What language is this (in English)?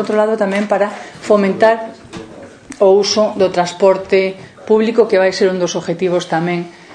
Galician